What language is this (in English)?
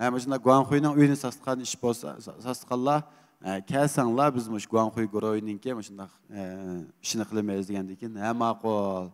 Uyghur